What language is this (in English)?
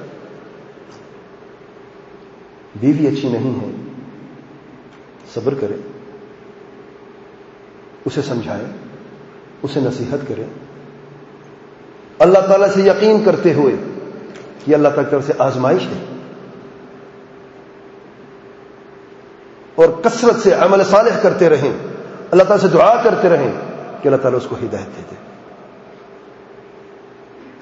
Urdu